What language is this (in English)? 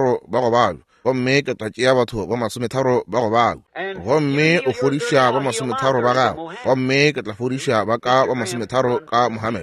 Northern Sotho